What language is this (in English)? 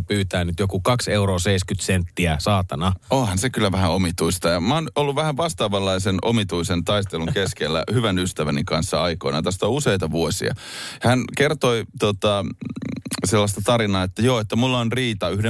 Finnish